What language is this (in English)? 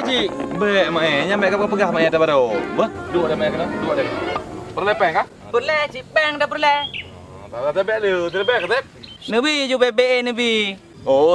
Achinese